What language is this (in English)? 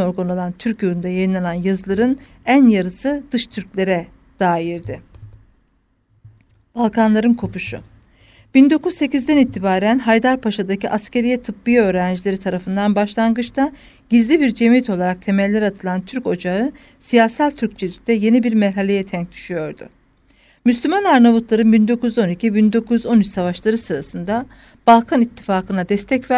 Turkish